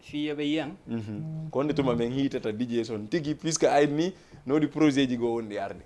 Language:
Fula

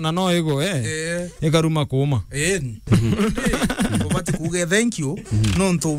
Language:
Meru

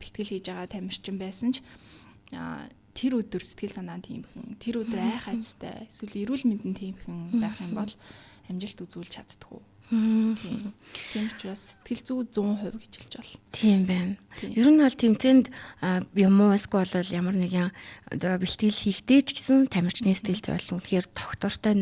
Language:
Mongolian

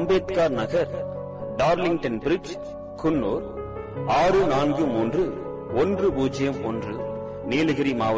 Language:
Tamil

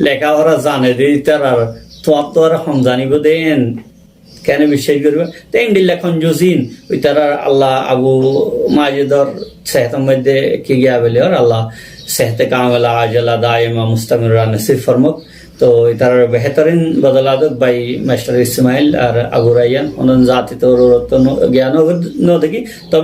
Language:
Rohingya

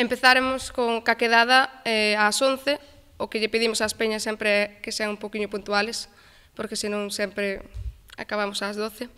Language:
Galician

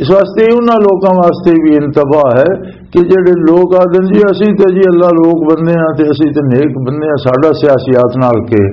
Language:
Western Panjabi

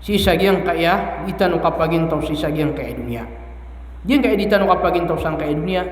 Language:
Maranao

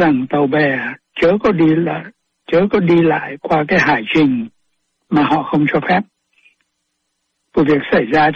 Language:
Vietnamese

